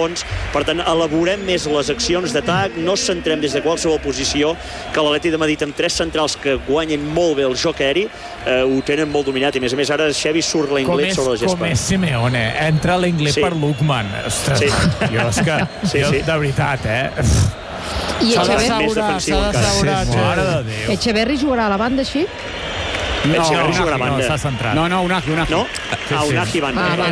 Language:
Catalan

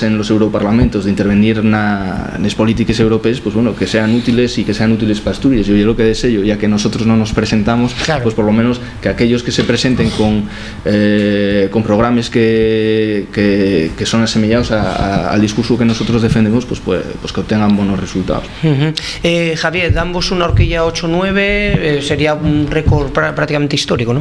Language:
Asturian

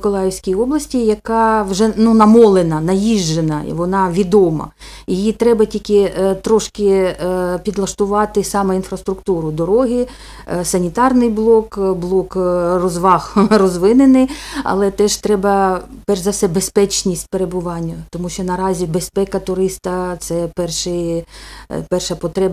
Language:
Ukrainian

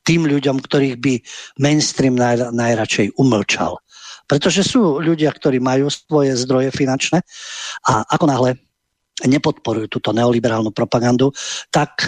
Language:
Slovak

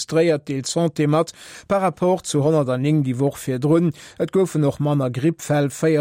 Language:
Luxembourgish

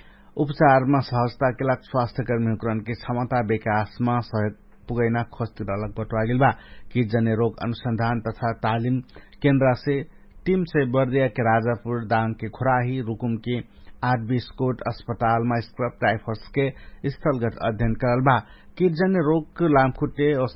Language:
Dangaura Tharu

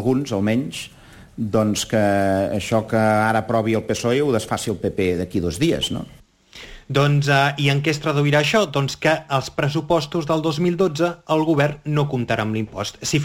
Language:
Catalan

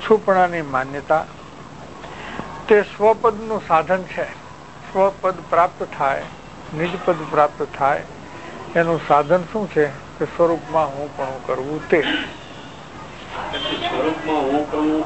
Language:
Gujarati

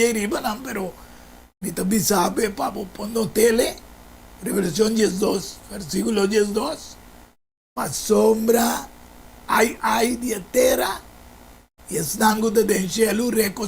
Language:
Papiamento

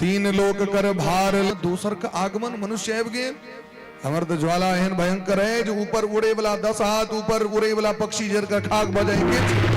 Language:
Maithili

